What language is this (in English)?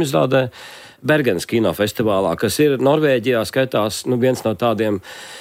Latvian